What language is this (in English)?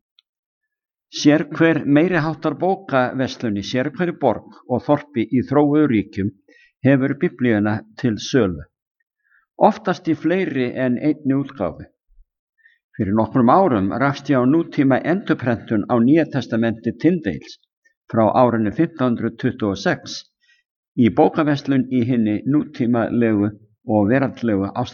Icelandic